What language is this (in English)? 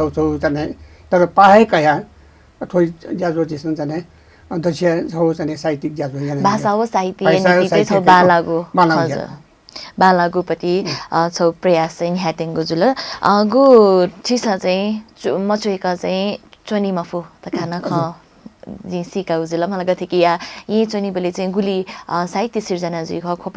Newari